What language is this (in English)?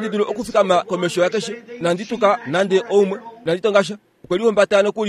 Kuanyama